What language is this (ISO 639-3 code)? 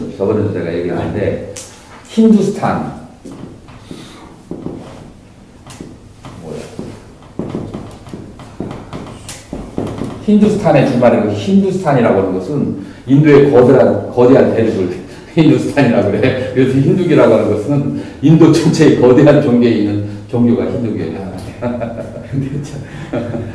kor